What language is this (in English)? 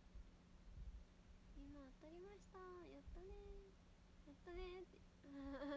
Japanese